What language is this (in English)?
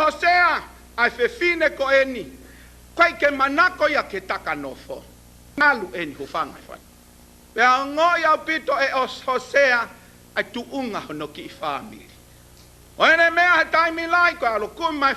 Tongan